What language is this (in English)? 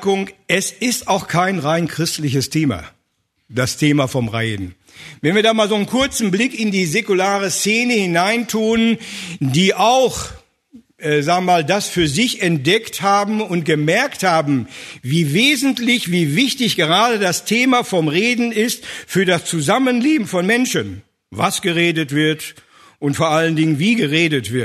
German